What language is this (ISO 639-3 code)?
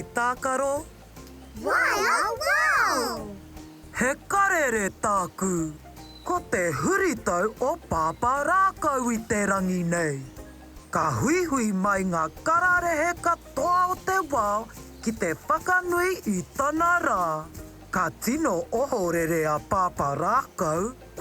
mri